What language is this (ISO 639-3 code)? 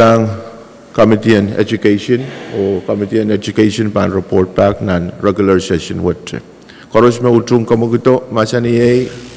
pon